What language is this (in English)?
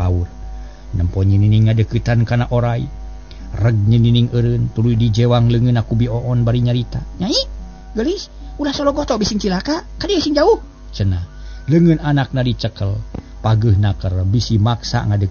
Sundanese